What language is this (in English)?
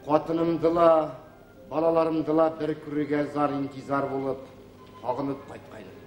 Bashkir